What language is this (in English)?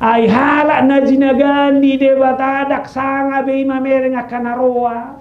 Batak Toba